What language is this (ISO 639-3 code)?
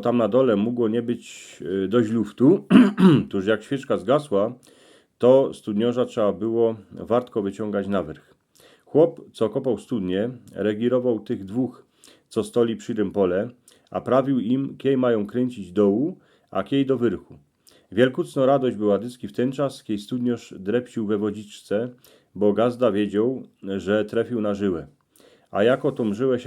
szl